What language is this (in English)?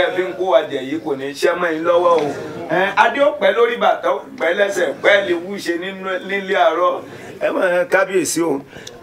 Yoruba